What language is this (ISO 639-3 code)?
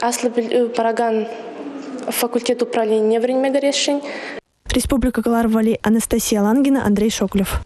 chv